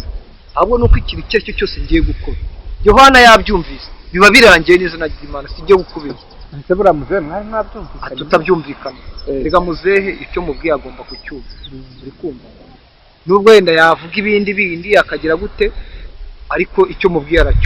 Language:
Kinyarwanda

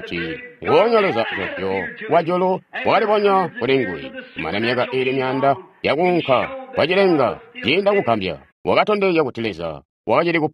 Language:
Tonga (Zambia)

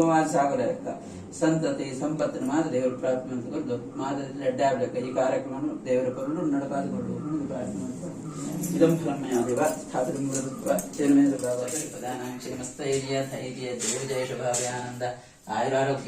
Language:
Tulu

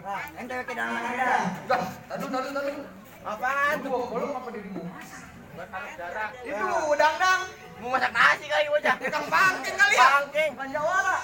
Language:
Betawi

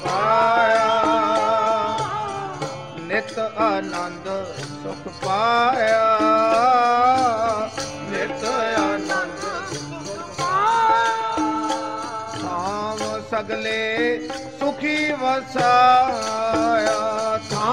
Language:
Punjabi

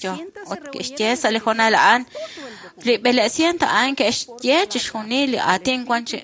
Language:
Kekchí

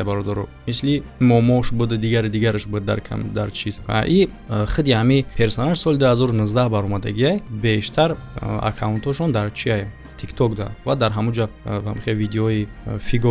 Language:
Tajik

